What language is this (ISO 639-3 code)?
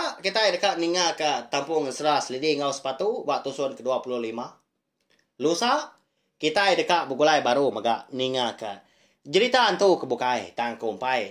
iba